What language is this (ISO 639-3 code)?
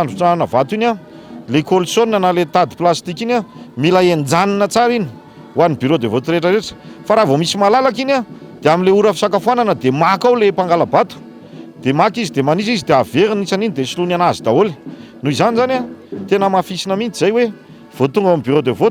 mlg